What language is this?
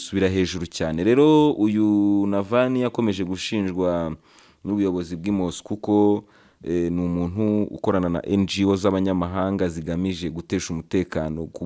Kinyarwanda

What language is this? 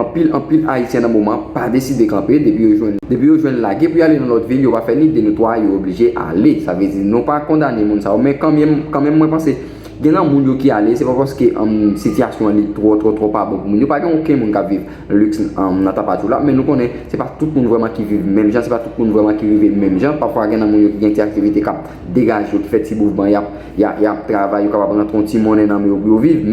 Haitian Creole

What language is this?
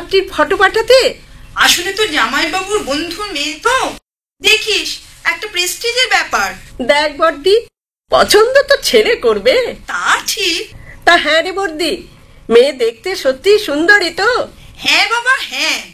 Bangla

